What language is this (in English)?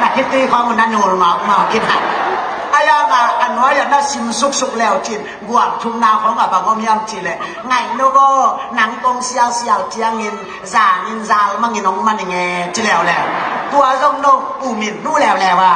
Tedim Chin